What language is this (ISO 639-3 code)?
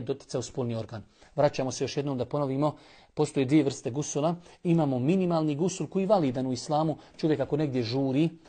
bos